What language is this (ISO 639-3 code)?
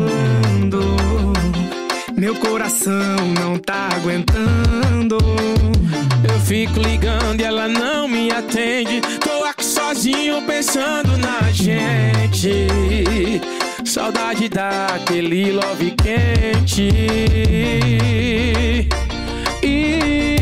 por